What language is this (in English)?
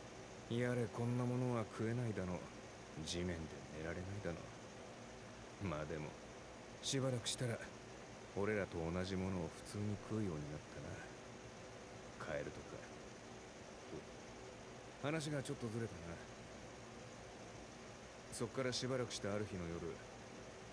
Japanese